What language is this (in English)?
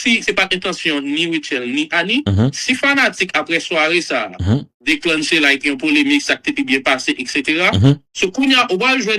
Haitian Creole